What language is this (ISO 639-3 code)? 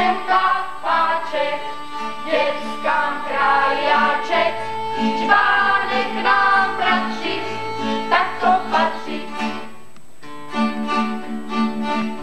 ces